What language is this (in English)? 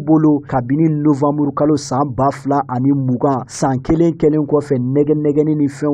Bambara